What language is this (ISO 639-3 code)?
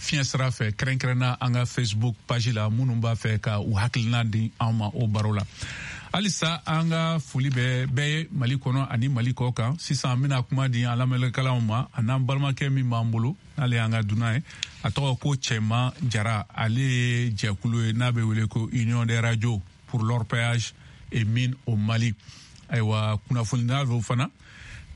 bam